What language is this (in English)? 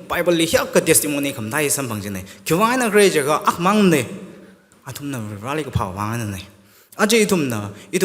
Tangkhul Naga (India)